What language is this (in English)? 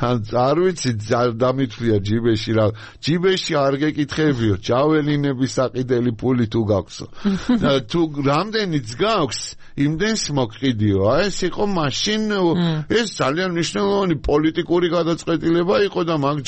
Georgian